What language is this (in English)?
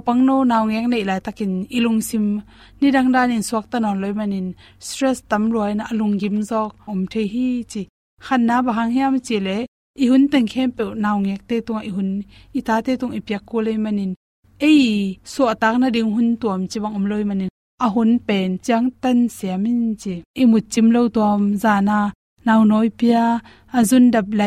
Tedim Chin